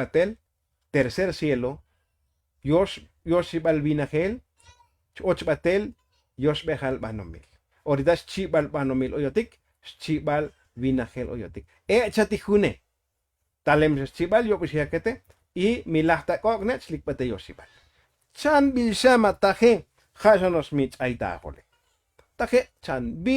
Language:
Tzotzil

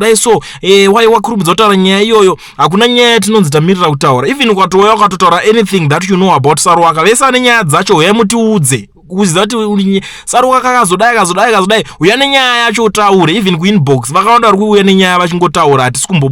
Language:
Shona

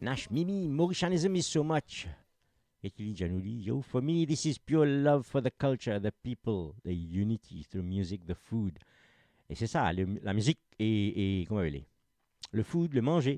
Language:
Morisyen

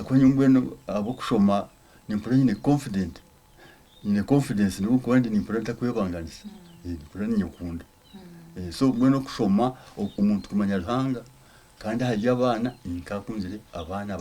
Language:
Nyankole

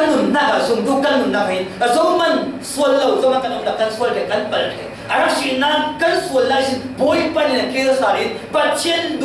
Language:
Falam Chin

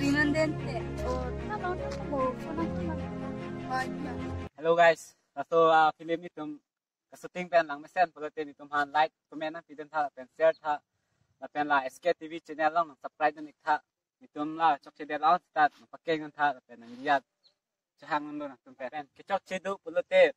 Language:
Karbi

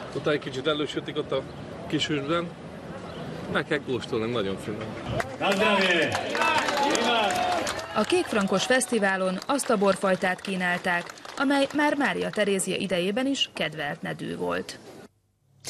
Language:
Hungarian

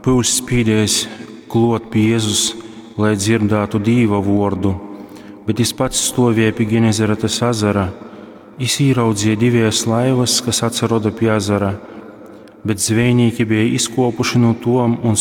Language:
Latgalian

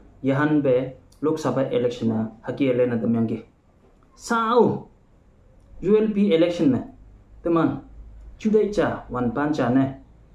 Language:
Konyak Naga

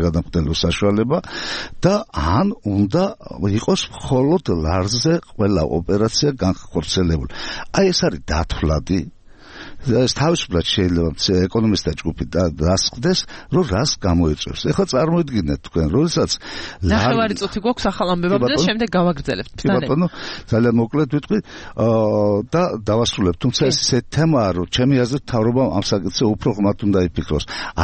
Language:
Georgian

